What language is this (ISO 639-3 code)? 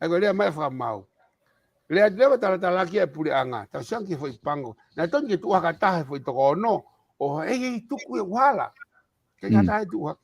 ton